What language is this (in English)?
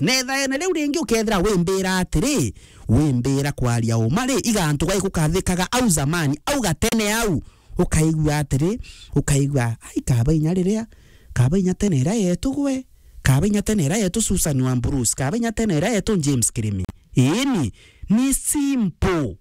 Meru